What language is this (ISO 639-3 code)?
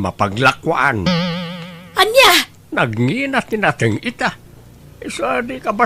ilo